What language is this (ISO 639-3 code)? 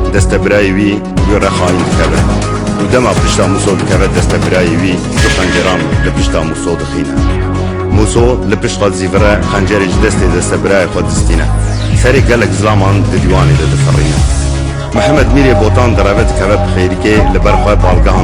kur